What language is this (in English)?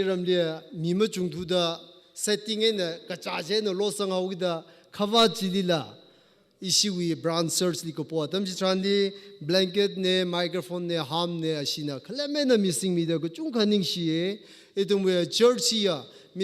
Tangkhul Naga (India)